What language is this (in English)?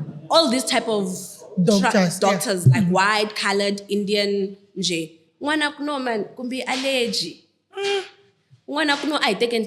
Tsonga